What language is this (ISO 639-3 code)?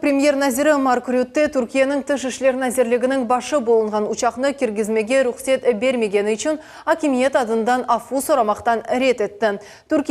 crh